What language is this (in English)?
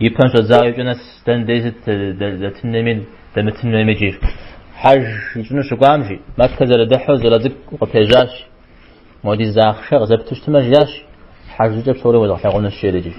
Kabardian